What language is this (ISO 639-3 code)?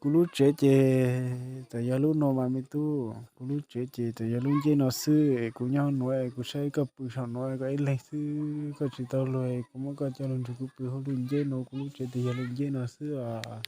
hmn